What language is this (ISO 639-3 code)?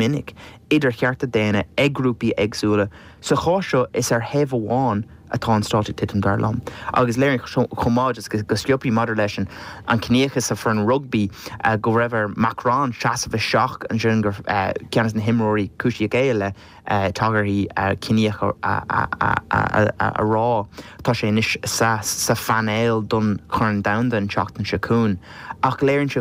gle